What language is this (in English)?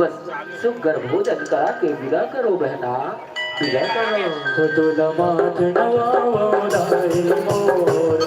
Chhattisgarhi